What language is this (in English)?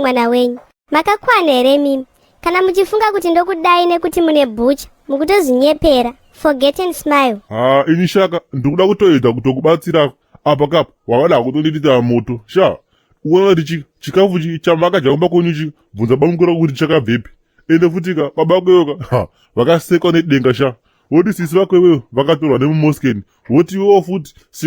Shona